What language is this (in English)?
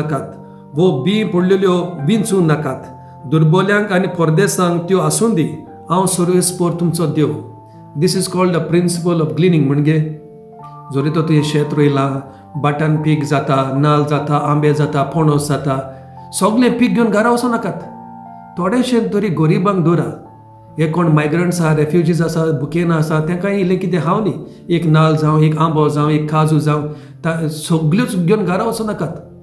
Konkani